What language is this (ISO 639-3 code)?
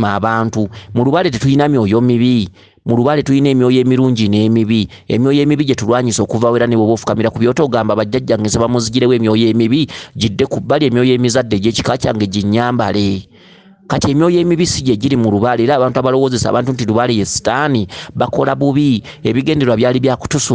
lug